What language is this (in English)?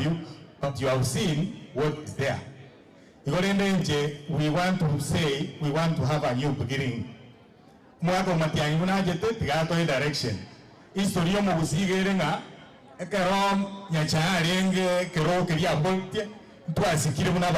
Gusii